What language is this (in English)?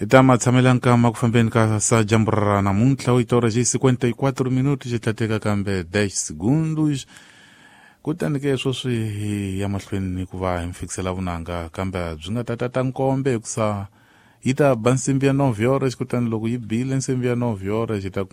Tsonga